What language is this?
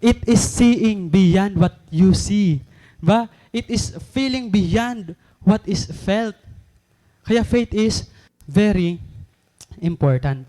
Waray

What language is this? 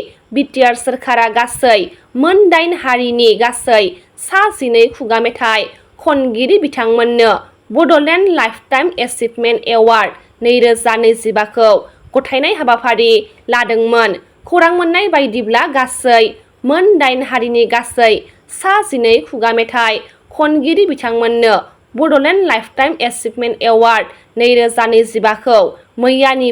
Bodo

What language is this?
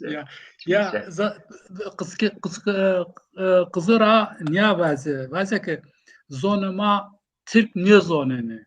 Zaza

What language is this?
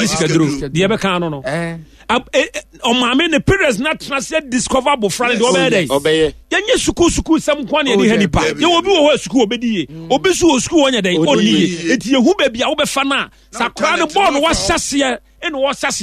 Akan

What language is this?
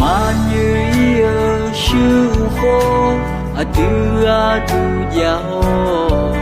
Akha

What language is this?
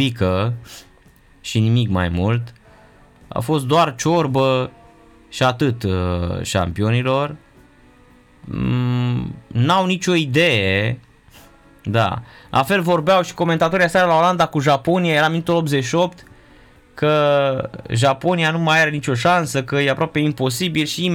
Romanian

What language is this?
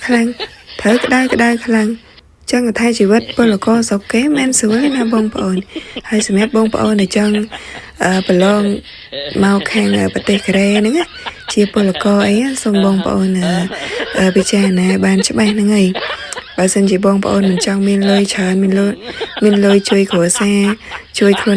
Khmer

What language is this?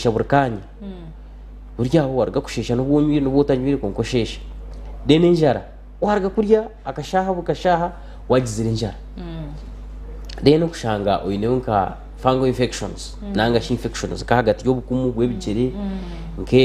Nyankole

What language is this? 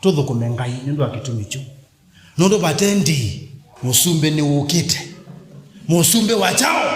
Kamba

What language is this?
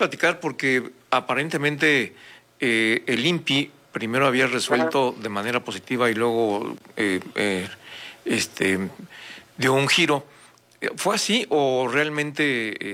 Spanish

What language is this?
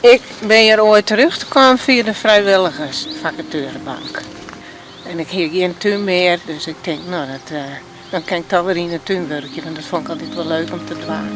Western Frisian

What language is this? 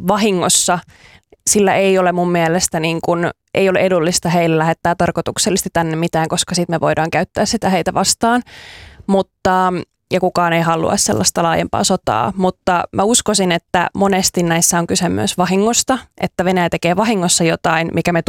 Finnish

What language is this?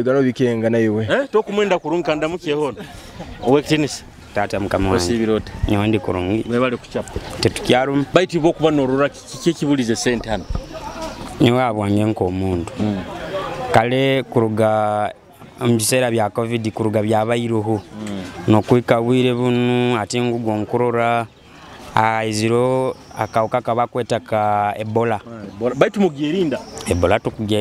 Nyoro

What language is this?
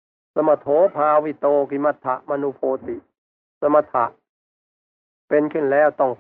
Thai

